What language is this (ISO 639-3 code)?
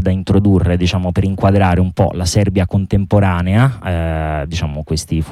ita